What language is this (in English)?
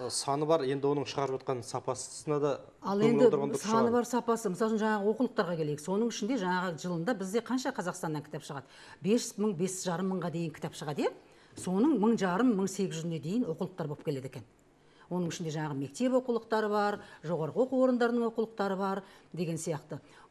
Kazakh